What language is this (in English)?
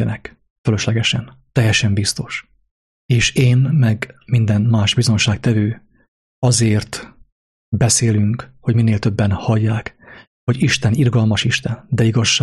Hungarian